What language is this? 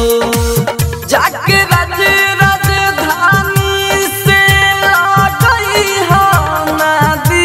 Bhojpuri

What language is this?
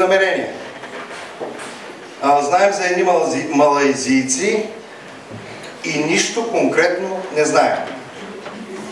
Bulgarian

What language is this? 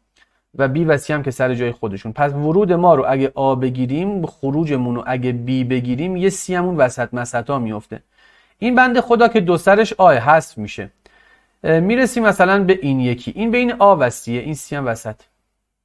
Persian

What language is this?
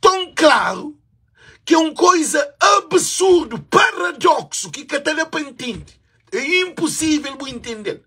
Kabuverdianu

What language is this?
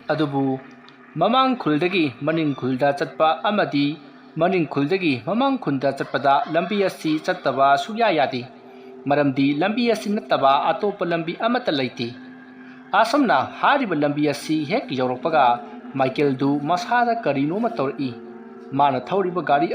Manipuri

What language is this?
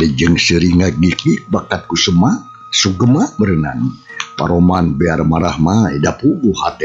Sundanese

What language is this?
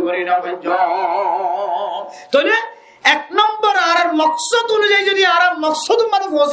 Rohingya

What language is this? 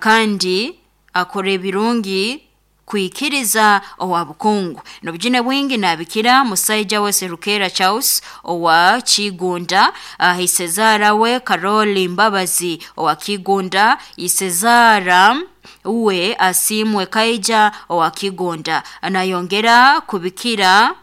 Nyankole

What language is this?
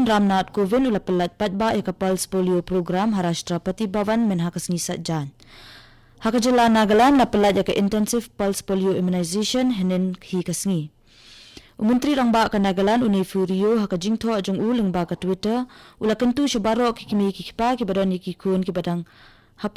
Khasi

